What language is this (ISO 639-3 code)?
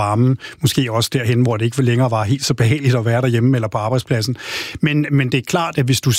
dan